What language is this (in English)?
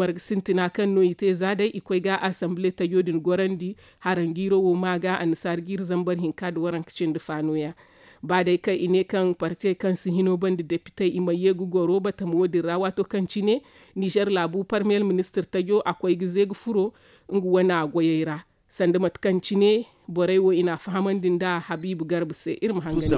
Zarma